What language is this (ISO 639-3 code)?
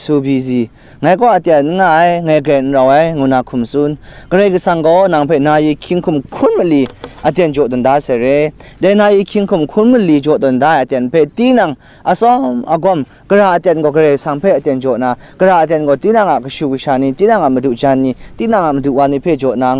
kac